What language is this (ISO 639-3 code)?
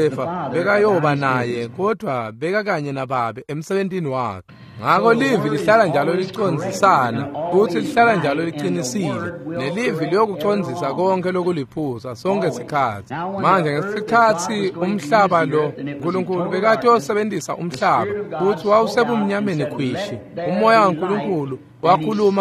ssw